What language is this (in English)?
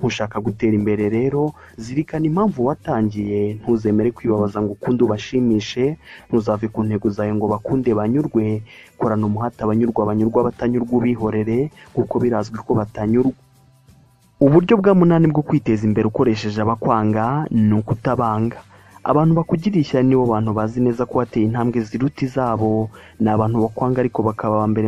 Kinyarwanda